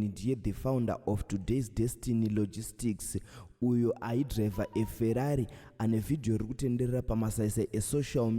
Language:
Shona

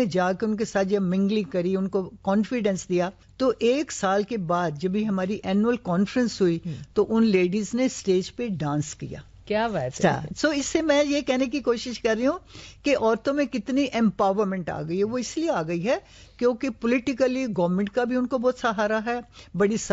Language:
Urdu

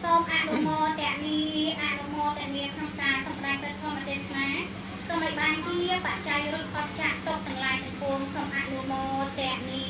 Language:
Khmer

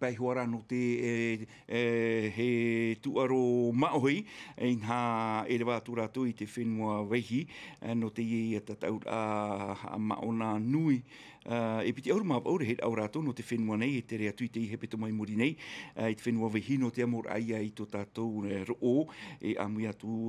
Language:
Tahitian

